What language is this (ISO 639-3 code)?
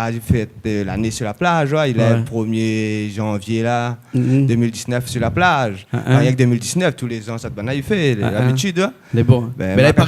rcf